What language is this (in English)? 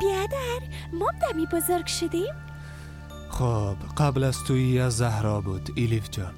Persian